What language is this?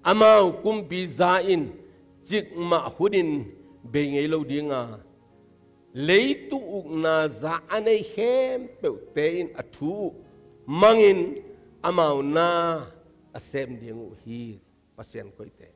Tedim Chin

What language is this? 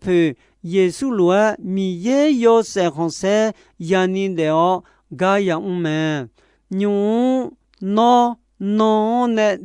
Akha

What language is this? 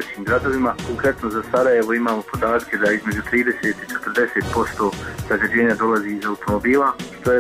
Bosnian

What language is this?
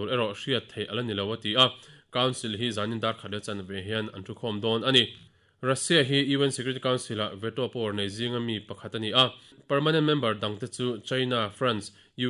Mizo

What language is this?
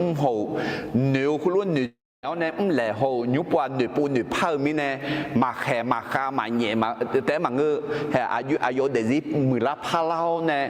Akha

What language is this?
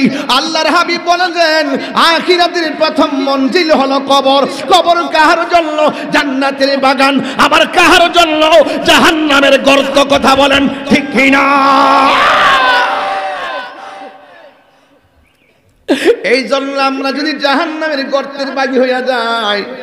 Bangla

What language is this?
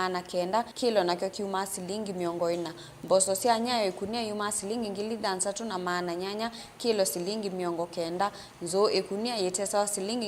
Kamba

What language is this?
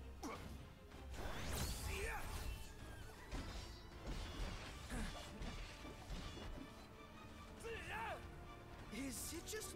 English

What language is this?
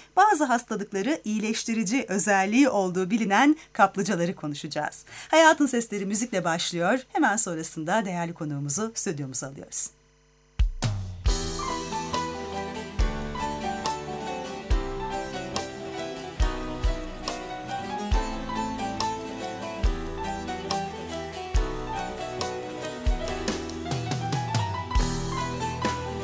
Turkish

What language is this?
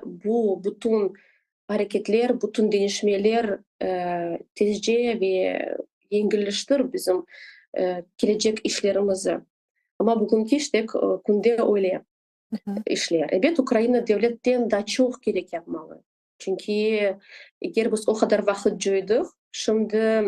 Crimean Tatar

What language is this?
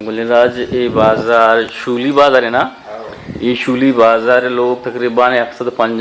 Eastern Balochi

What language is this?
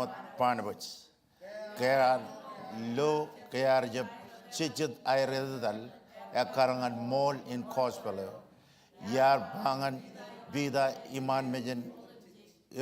Marshallese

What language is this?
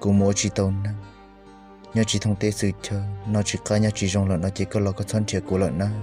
Hmong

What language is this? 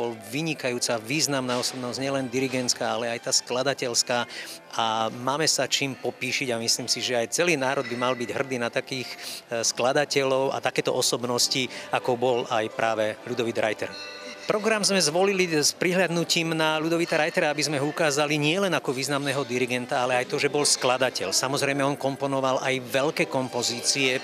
Slovak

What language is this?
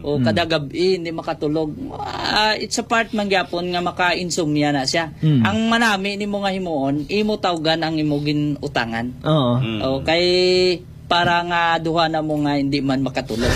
Hiligaynon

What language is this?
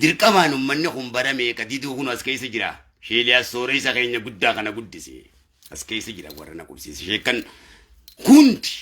Oromo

